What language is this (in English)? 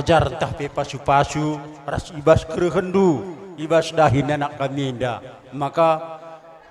Batak Karo